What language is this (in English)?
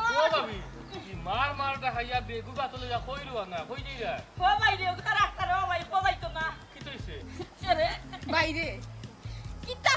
Sylheti